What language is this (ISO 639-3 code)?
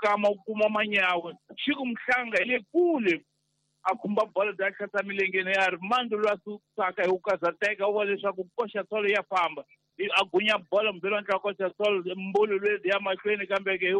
tso